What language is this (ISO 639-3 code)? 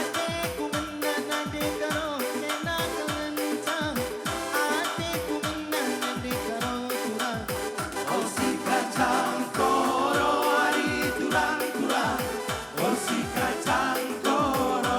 btx